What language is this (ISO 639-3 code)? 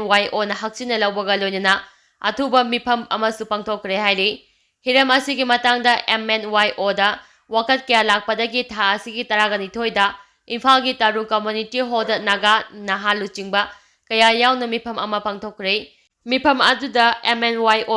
mni